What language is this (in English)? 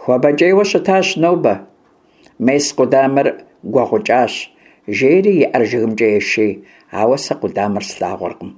Kabardian